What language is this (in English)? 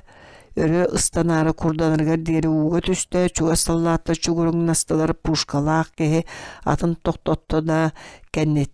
Yakut